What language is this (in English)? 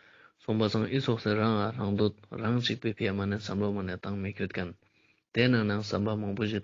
Ladakhi